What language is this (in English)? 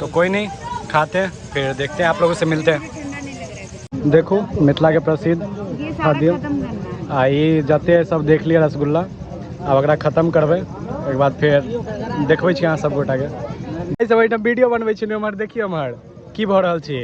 Maithili